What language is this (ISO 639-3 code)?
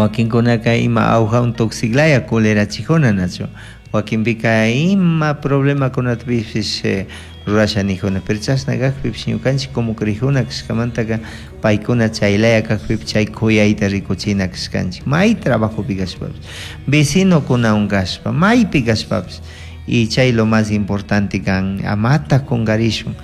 qug